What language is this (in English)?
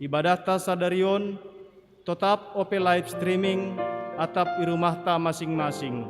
Batak Simalungun